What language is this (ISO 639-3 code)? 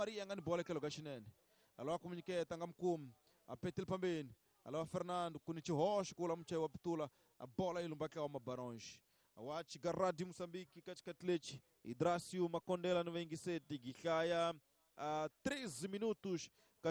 tso